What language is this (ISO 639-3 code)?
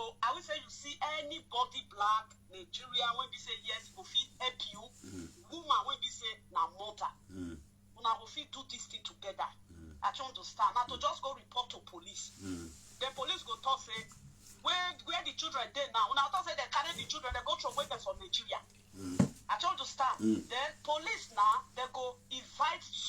pcm